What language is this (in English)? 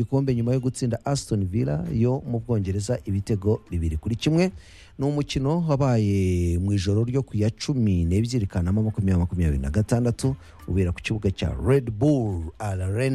Kinyarwanda